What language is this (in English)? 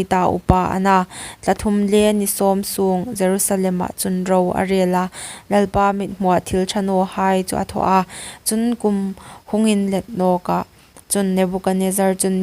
Hmar